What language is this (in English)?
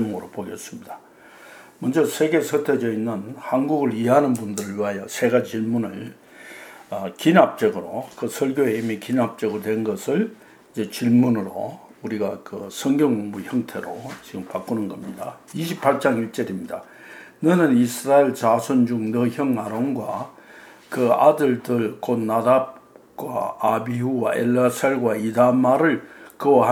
Korean